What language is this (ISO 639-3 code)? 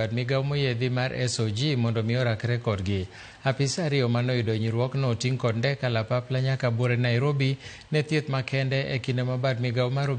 luo